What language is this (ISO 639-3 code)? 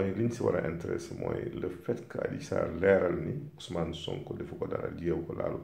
wol